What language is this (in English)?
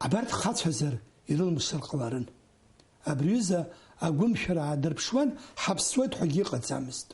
Abkhazian